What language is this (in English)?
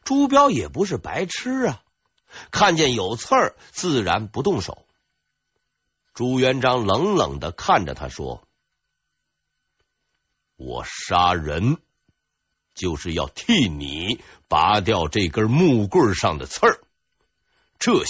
Chinese